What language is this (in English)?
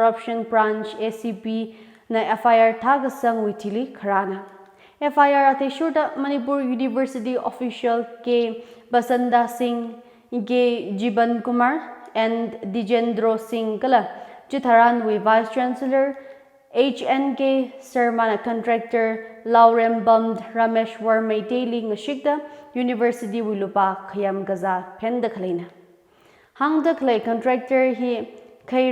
Tangkhul Naga (India)